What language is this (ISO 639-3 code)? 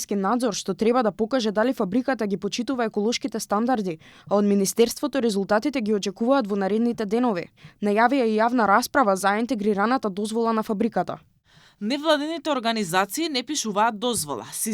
mkd